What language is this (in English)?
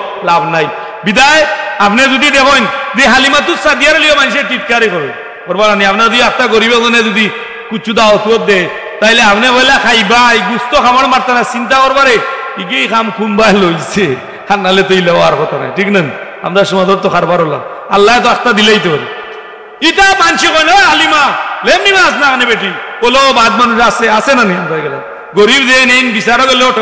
Sylheti